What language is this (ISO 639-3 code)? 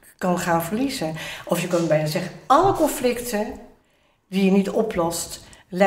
nld